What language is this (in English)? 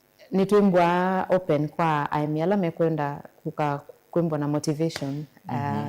Kamba